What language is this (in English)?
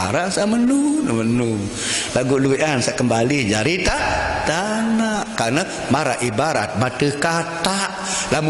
Sasak